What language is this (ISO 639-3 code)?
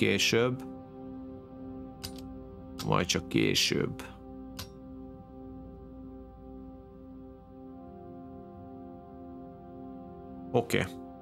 hun